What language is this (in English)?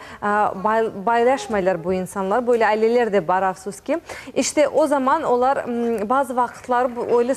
Crimean Tatar